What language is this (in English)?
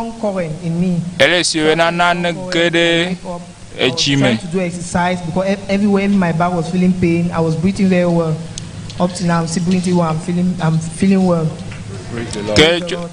Ewe